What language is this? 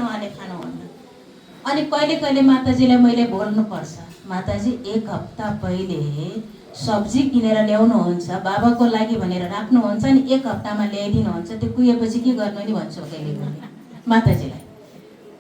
Nepali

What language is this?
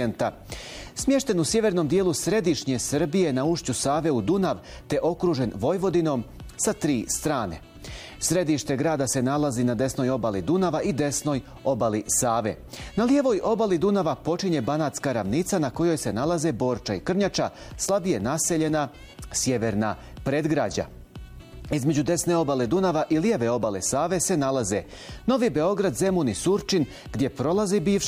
Bosnian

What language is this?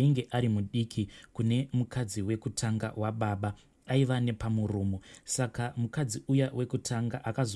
Shona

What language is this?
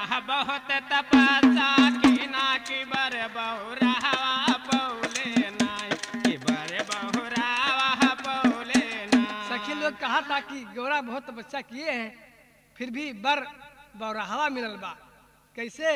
Bhojpuri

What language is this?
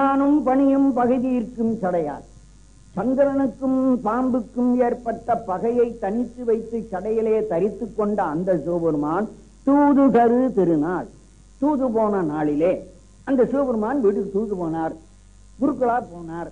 Tamil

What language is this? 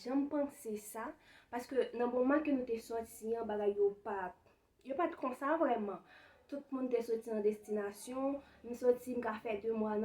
Haitian Creole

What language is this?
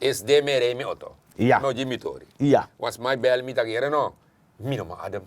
Sranan Tongo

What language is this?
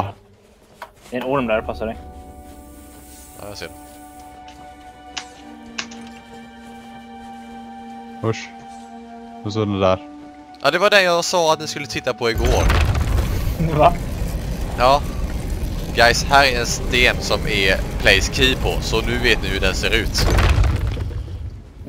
Swedish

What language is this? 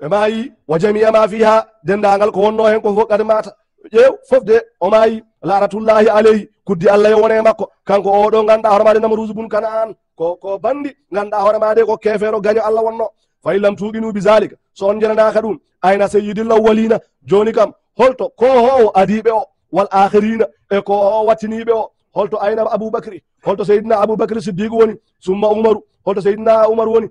Fula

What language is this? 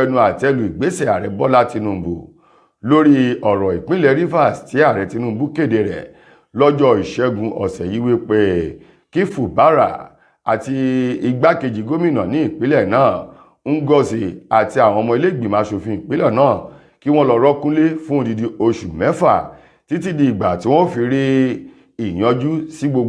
Yoruba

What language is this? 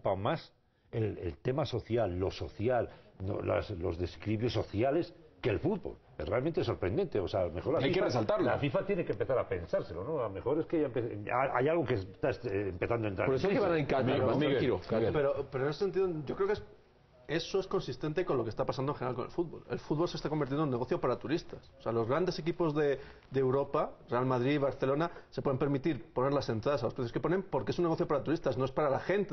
Spanish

